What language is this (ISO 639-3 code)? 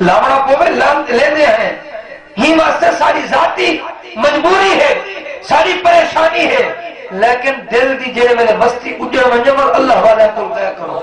skr